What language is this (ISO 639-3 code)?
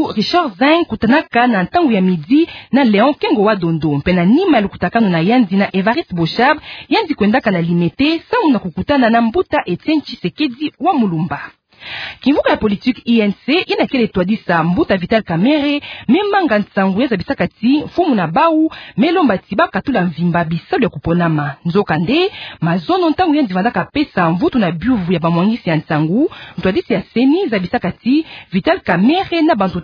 ktu